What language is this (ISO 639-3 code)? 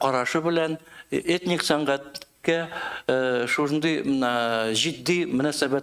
tat